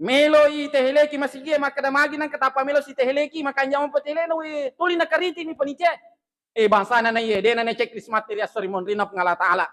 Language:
Buginese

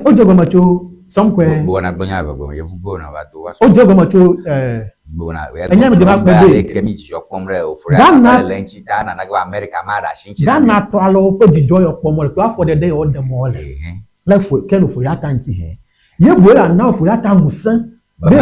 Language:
Ewe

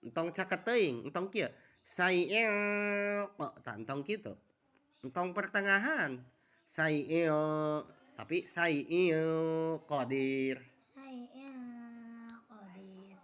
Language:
Sundanese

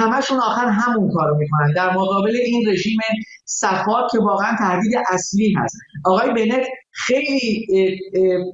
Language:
Persian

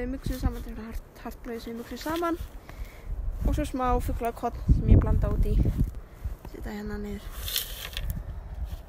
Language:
Icelandic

